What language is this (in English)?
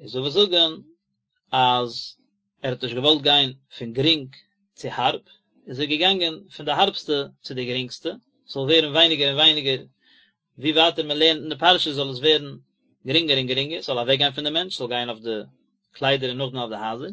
Yiddish